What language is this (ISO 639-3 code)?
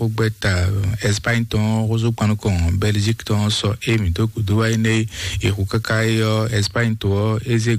fon